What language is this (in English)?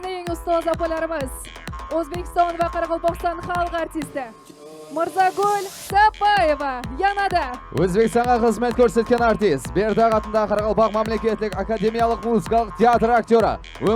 Kara-Kalpak